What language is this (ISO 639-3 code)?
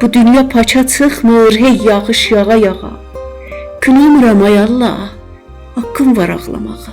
azb